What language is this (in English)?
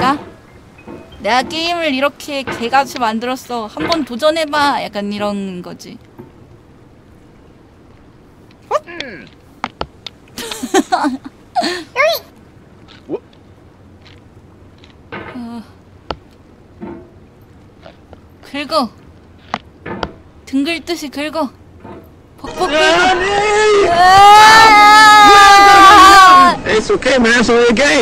Korean